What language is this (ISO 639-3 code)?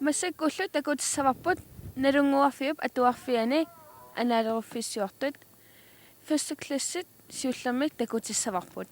kal